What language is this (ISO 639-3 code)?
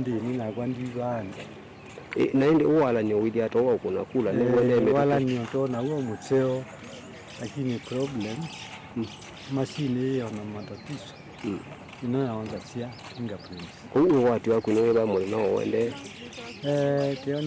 kam